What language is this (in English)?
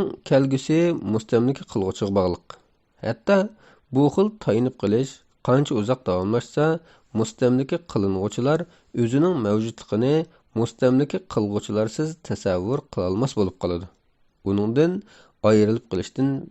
Uyghur